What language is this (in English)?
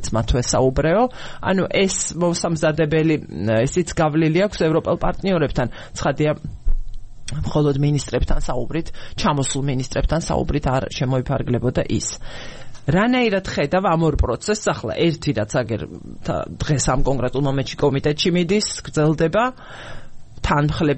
Georgian